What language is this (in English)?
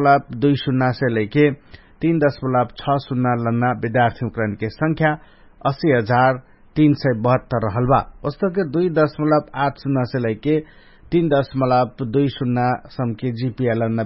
Dangaura Tharu